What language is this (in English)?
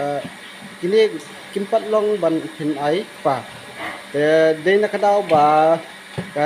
Khasi